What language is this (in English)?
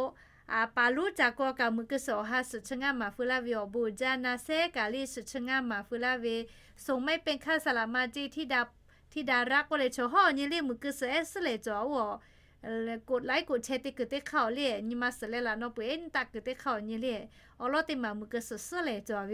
Lahu